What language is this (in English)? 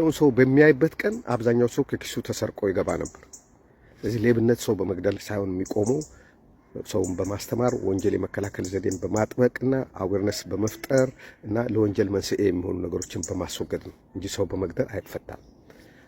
Amharic